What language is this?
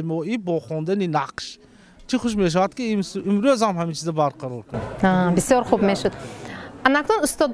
Tajik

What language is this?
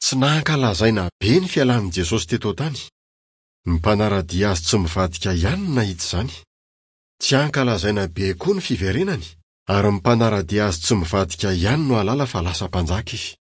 Malagasy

